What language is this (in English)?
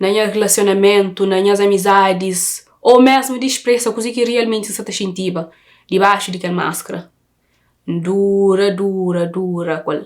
Kabuverdianu